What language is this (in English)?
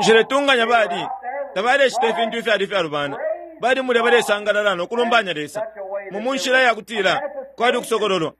Bemba